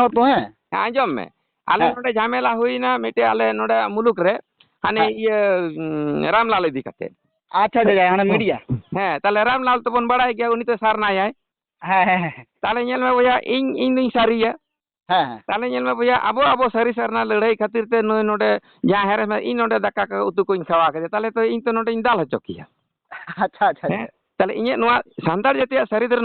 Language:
Santali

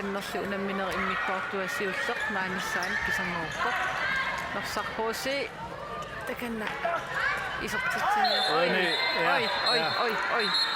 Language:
Kalaallisut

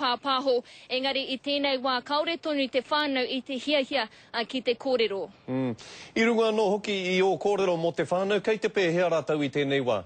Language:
Māori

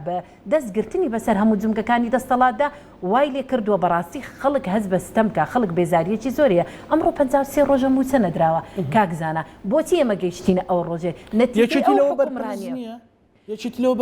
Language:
Central Kurdish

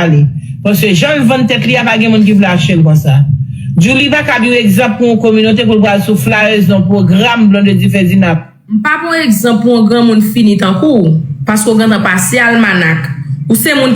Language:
Haitian Creole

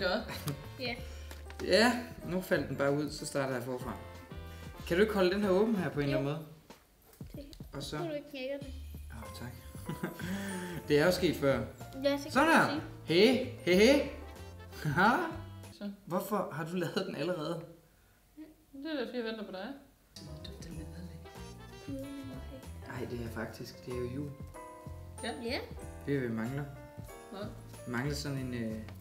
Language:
Danish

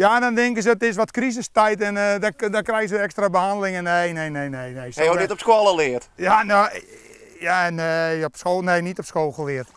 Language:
Western Frisian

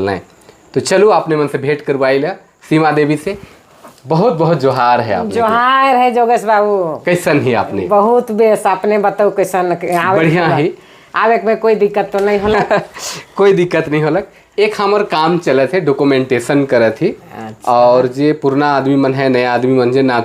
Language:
Sadri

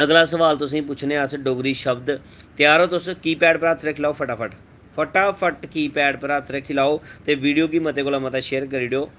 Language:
Dogri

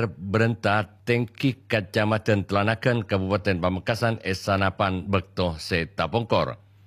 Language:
Madurese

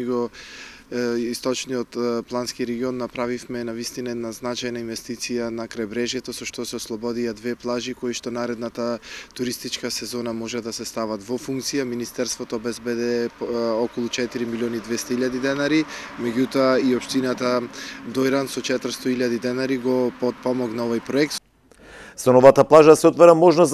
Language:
Macedonian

